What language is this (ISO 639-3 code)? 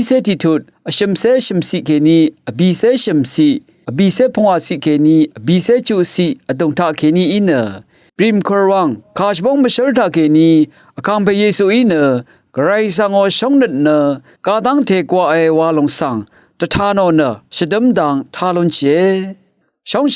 raw